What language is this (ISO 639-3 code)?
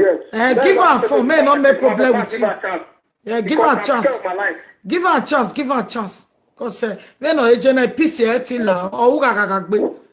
pcm